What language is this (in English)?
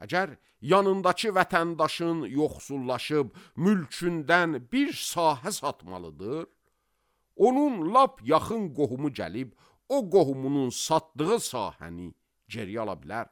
Azerbaijani